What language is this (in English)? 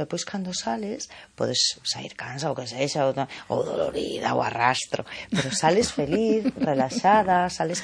Galician